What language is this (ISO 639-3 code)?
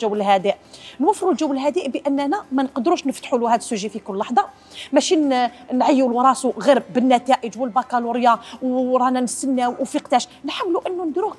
arq